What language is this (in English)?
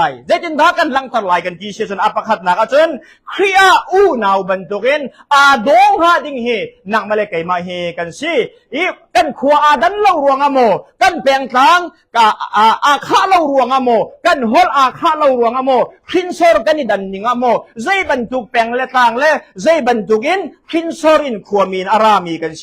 Hakha Chin